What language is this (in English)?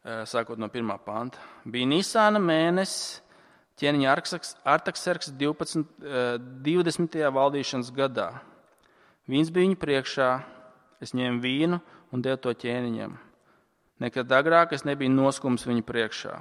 Latvian